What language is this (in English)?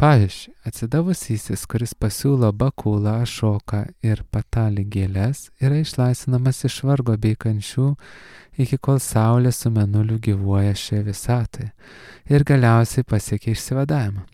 Lithuanian